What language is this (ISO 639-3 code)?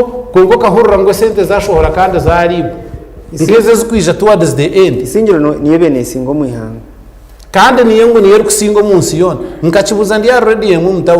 nyn